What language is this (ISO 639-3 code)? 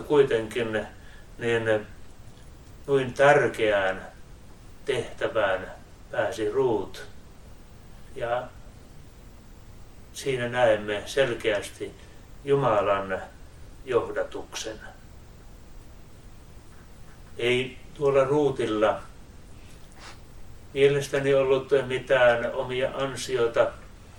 fin